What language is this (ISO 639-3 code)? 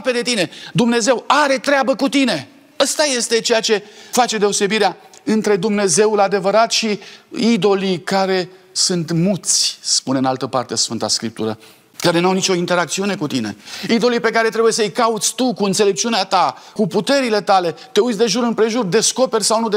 ron